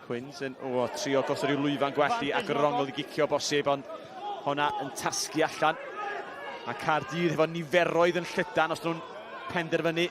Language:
Welsh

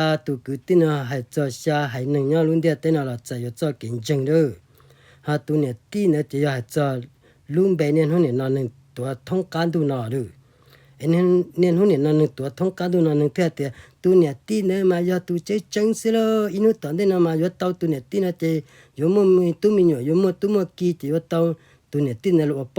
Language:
Hmong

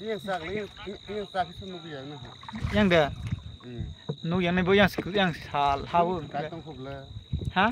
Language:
Kok Borok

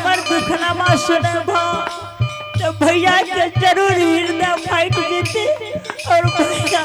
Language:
Angika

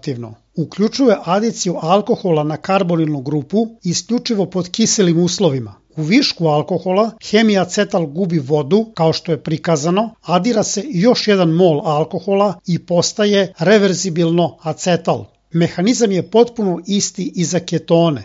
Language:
Serbian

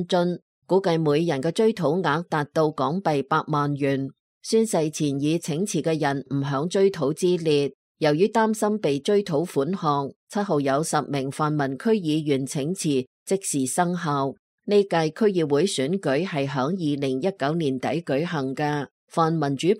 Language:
Cantonese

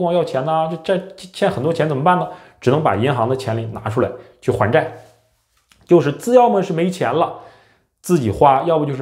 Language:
Chinese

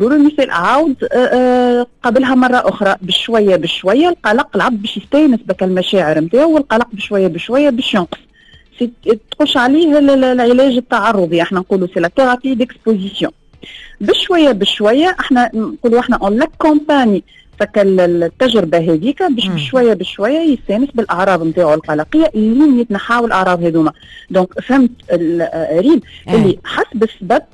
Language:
Tunisian Arabic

